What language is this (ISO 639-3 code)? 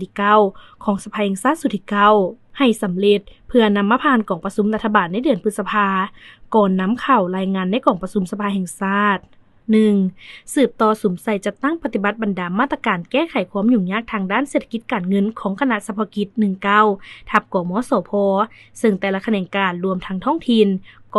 lao